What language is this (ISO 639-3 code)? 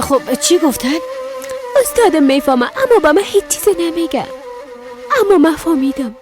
fas